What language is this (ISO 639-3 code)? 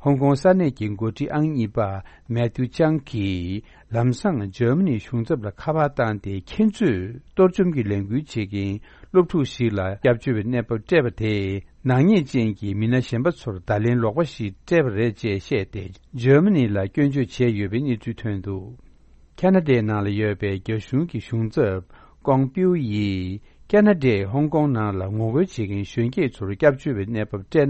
bod